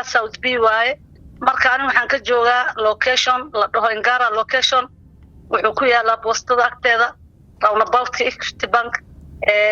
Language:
Somali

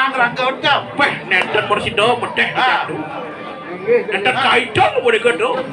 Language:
Balinese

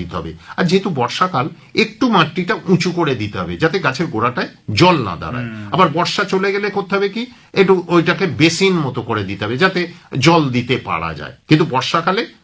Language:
Bangla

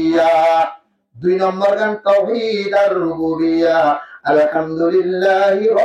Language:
Rohingya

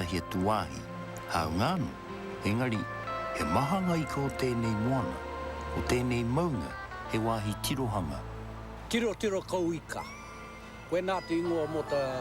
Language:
Māori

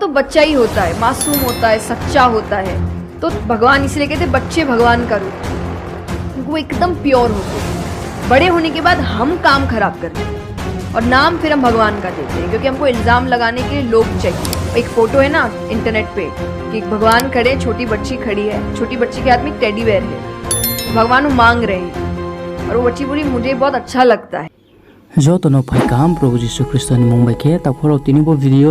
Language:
Riang (India)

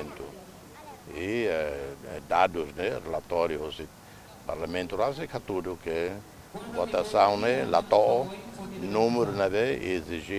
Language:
Tetum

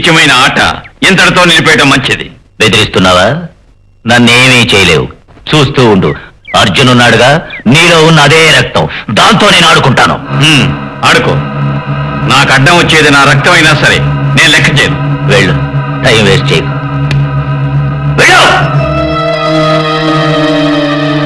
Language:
Telugu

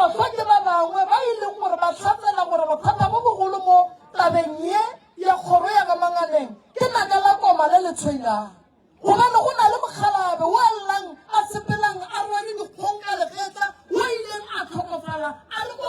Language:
Northern Sotho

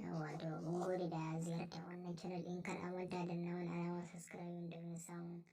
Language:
Hausa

